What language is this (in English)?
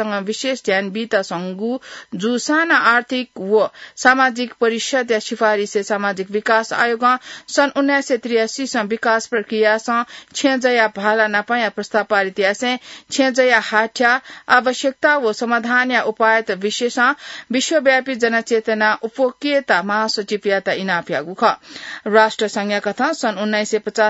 Newari